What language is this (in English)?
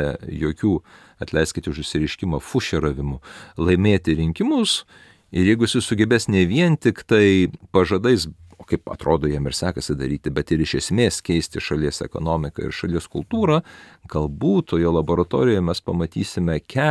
Lithuanian